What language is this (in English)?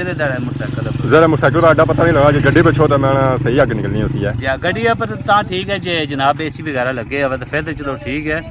Pahari-Potwari